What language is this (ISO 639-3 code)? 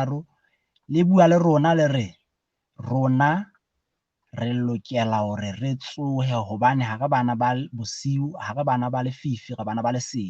sot